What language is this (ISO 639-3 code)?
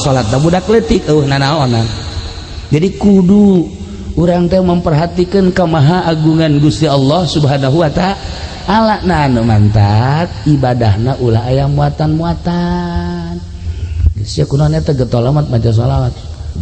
sun